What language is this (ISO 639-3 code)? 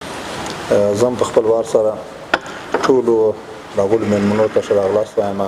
pus